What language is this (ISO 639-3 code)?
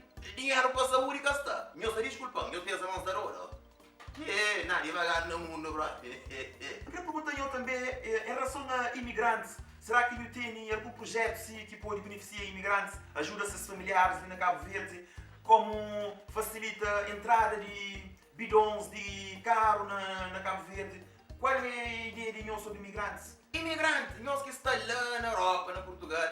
kea